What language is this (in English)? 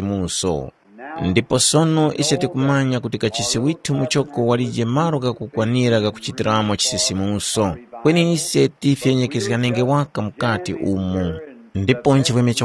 Tumbuka